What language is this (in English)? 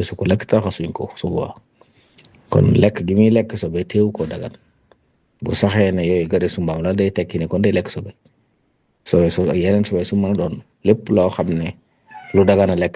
Wolof